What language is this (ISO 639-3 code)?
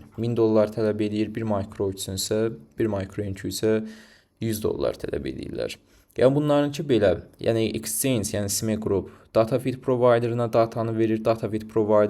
aze